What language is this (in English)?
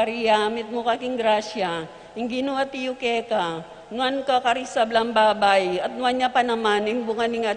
Pampanga